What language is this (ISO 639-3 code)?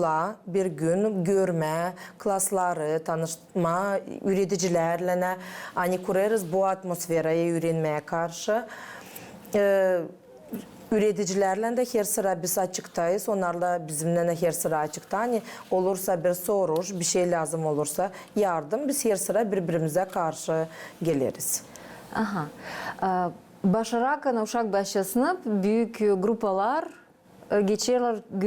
gag